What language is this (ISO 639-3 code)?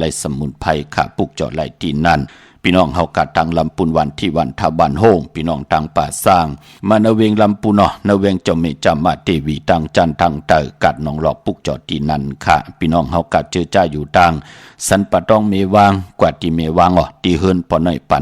shn